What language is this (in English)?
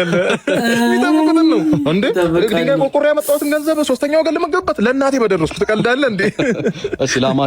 Amharic